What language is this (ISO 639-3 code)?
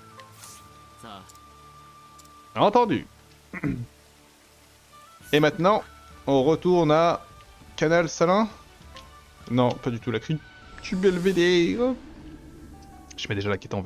fra